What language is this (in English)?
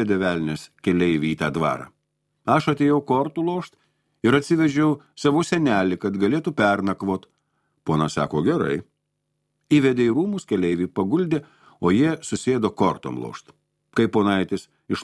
Lithuanian